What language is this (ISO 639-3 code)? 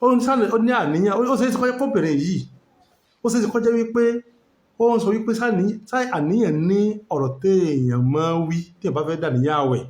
yor